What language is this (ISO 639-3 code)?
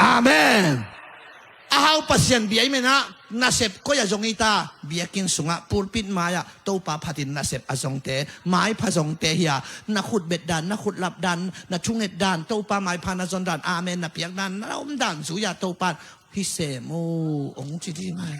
ctd